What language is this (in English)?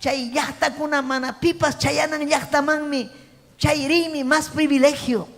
Ayacucho Quechua